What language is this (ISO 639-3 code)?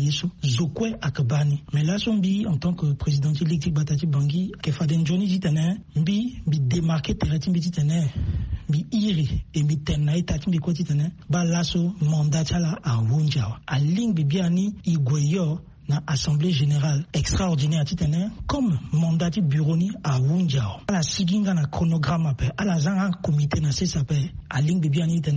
sag